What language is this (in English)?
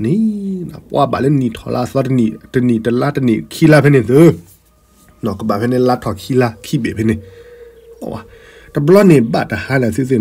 S'gaw Karen